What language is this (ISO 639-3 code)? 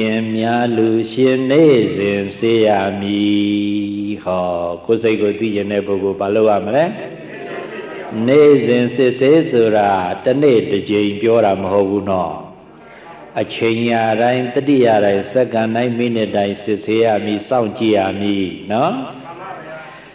mya